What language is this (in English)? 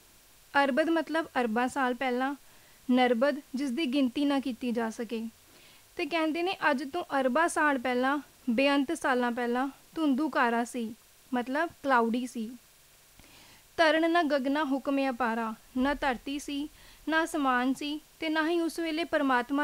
Punjabi